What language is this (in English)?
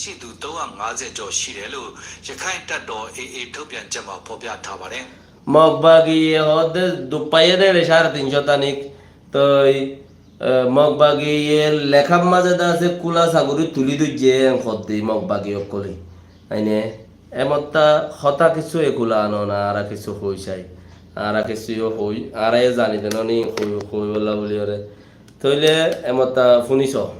Rohingya